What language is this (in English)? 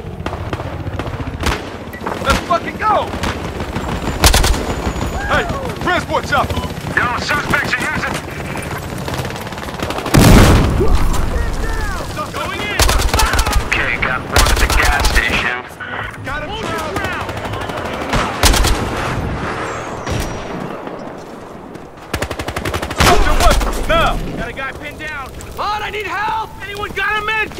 English